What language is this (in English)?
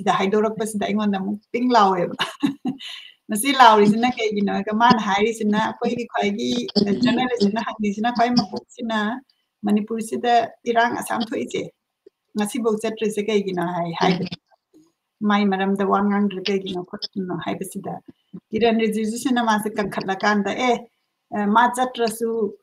Manipuri